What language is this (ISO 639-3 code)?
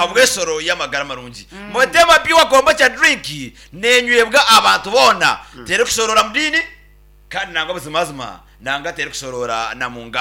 nyn